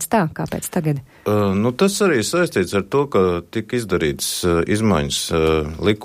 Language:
Latvian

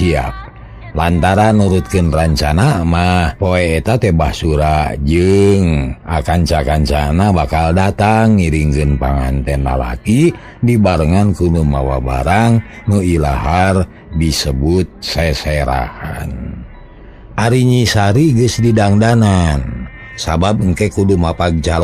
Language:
Sundanese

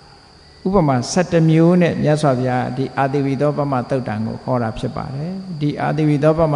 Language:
Burmese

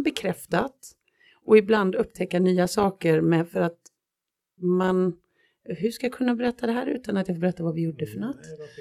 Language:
Swedish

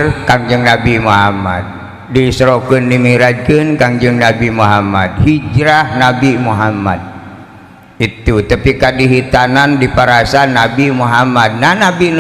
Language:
Sundanese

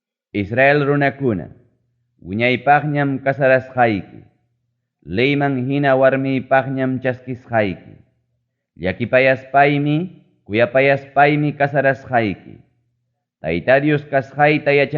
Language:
Ayacucho Quechua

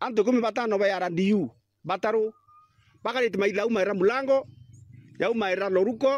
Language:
Meru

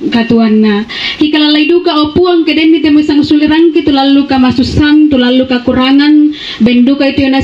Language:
Toraja-Sa'dan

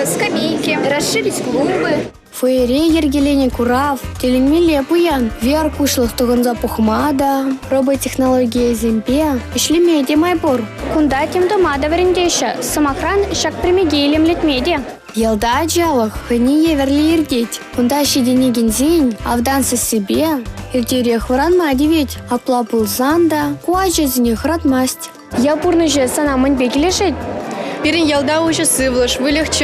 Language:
Chuvash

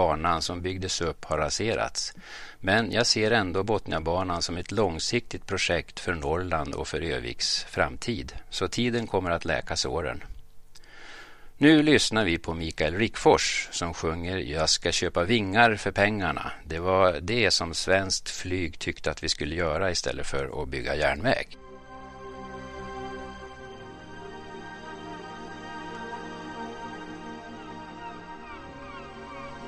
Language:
Swedish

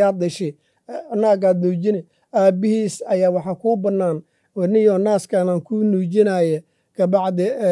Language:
Somali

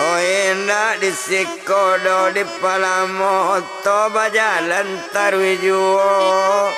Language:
Minangkabau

